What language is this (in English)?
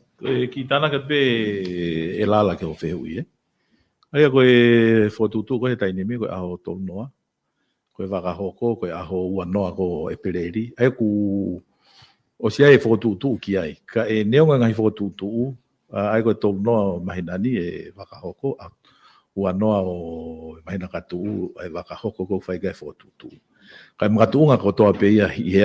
Tongan